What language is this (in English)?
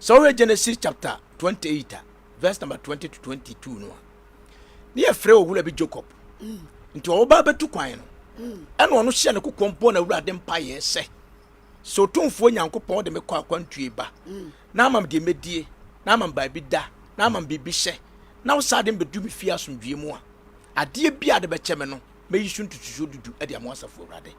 Akan